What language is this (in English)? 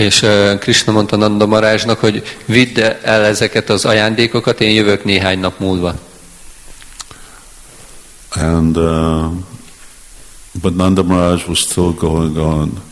Hungarian